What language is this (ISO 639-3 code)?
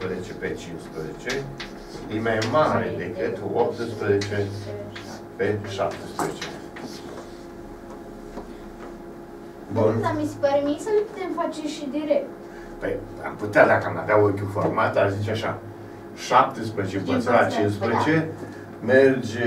ron